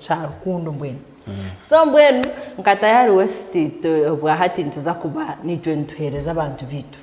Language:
Nyankole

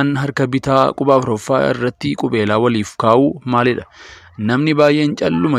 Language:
Oromo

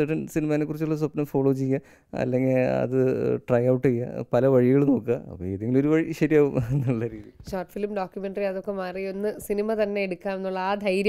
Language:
Malayalam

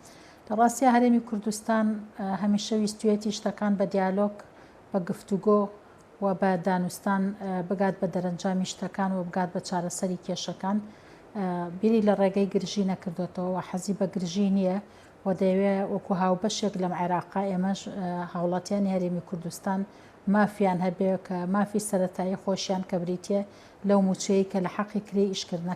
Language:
Central Kurdish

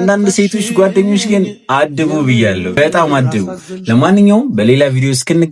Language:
Amharic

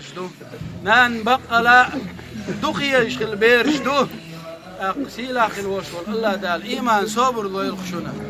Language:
Chechen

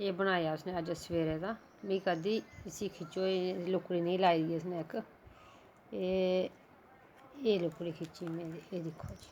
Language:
Dogri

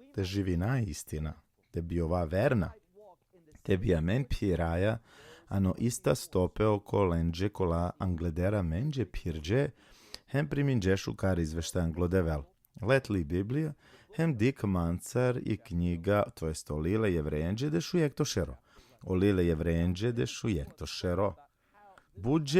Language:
Balkan Romani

